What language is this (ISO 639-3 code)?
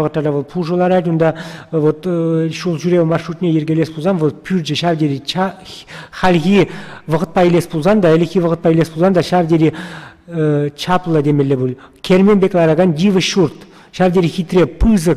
chv